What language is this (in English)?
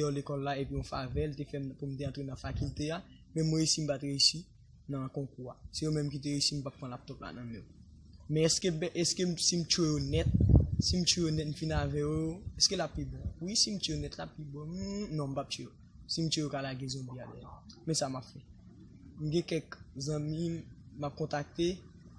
Haitian Creole